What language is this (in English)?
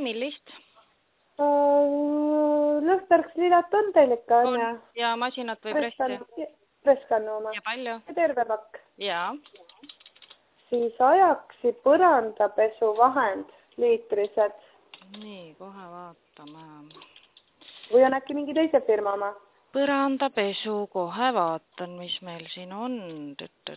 Estonian